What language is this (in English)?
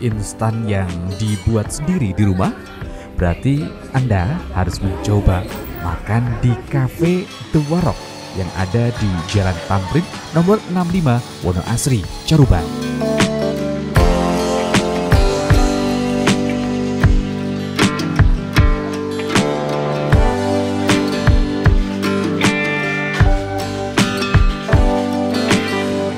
Indonesian